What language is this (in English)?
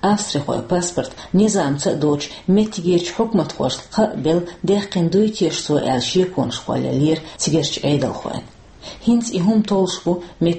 Chechen